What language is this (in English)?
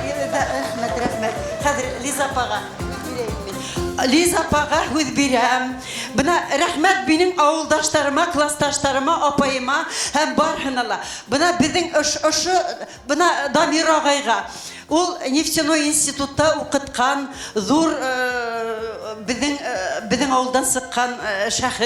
Bashkir